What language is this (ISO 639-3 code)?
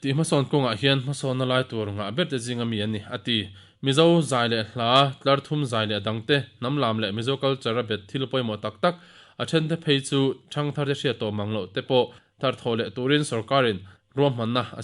lus